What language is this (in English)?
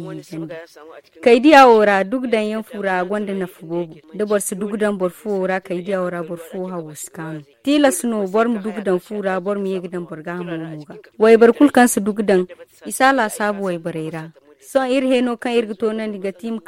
Zarma